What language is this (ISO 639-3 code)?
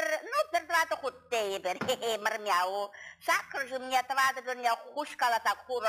chv